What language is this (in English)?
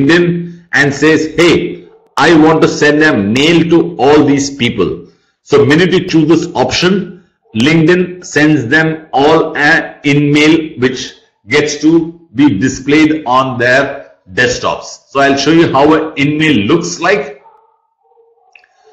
English